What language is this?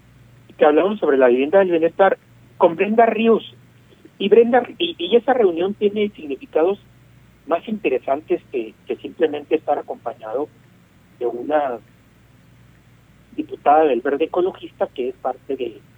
Spanish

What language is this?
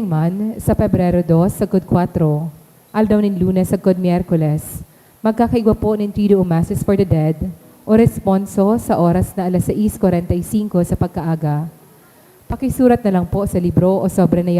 Bikol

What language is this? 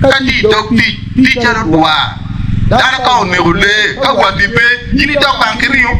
Acoli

